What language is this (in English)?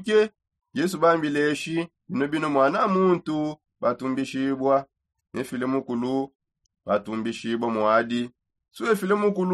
Songe